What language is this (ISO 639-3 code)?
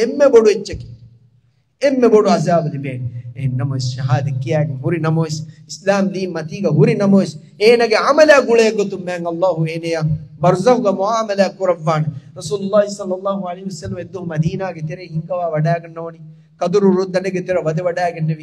div